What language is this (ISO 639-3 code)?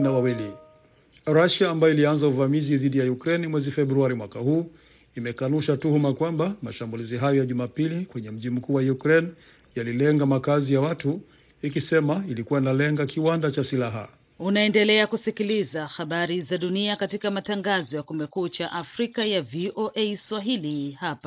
swa